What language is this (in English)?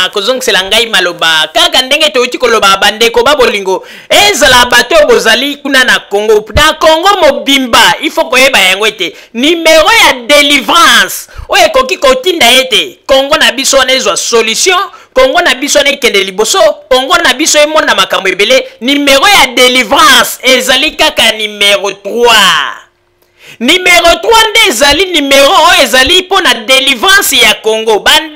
Lingala